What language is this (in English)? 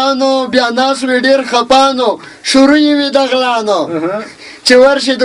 Pashto